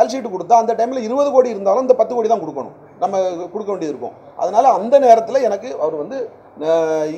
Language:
Tamil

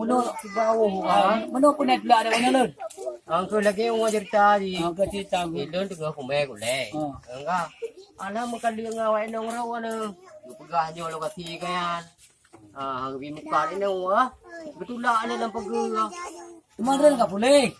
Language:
Achinese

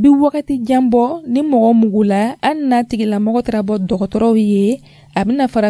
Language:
Dyula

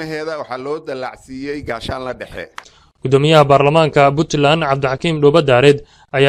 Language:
Somali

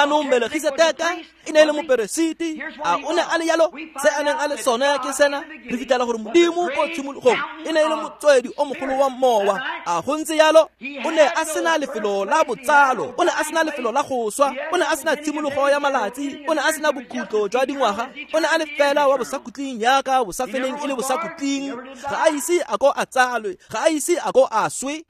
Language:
Tswana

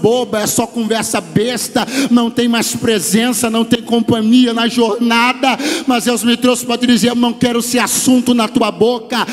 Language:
Portuguese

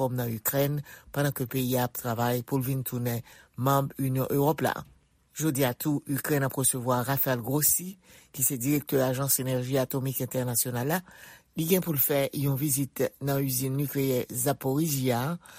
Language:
Haitian Creole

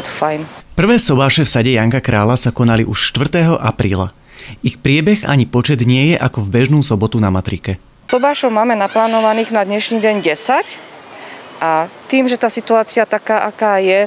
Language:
Slovak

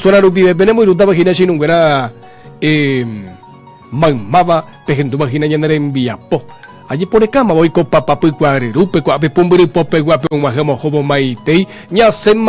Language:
Guarani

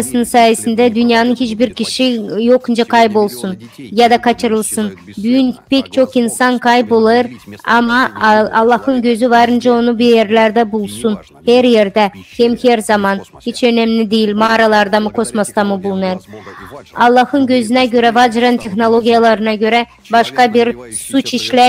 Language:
Gagauz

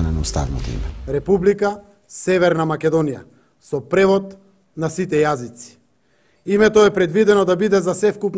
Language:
Macedonian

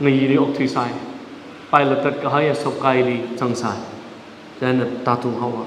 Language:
Tangkhul Naga (India)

